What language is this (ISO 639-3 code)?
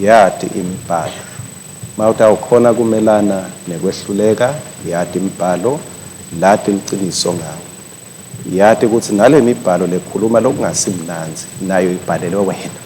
ssw